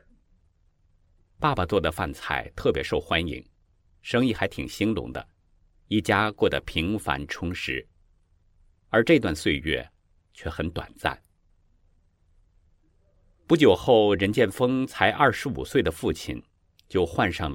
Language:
Chinese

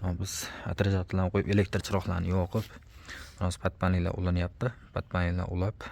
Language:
Uzbek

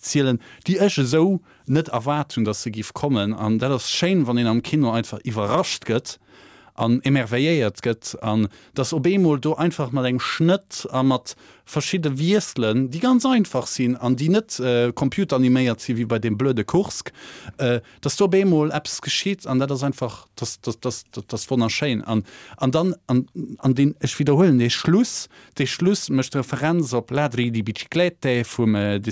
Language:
Luxembourgish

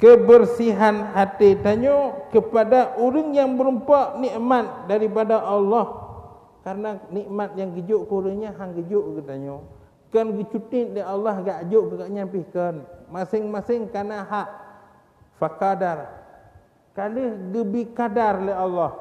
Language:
Achinese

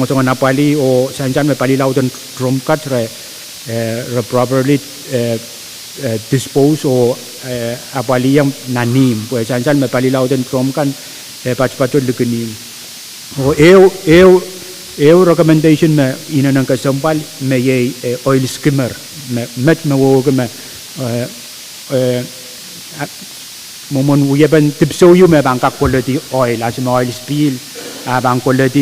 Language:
Pohnpeian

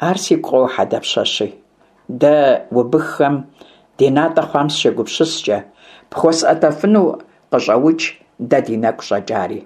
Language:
Kabardian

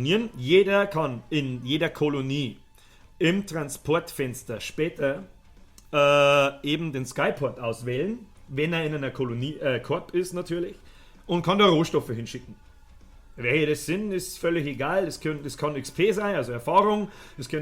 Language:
Bavarian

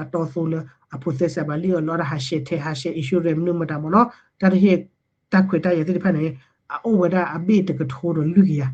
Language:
S'gaw Karen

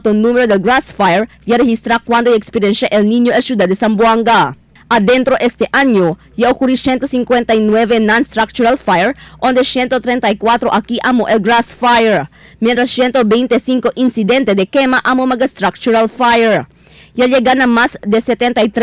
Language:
Chavacano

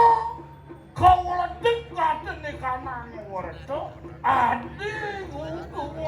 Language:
Balinese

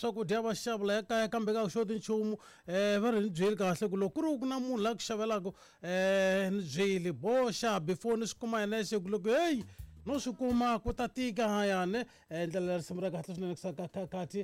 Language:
Tsonga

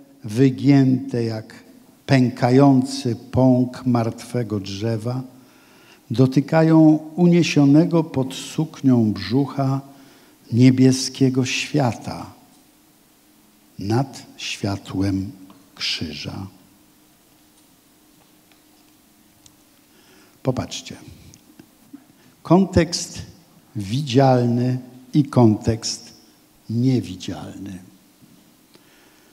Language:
Polish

